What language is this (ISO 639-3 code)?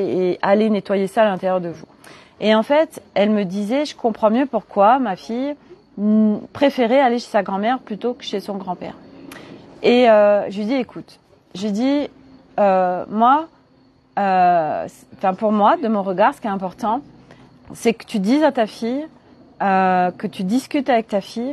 fra